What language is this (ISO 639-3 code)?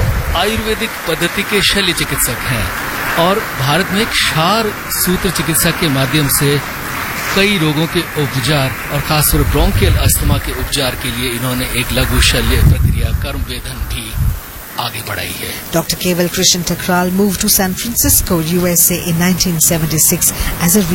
hin